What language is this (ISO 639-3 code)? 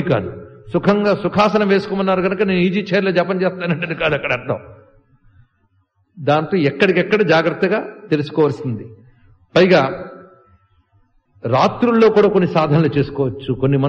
tel